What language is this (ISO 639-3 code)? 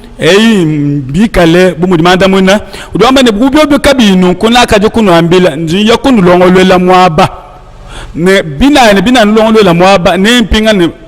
lua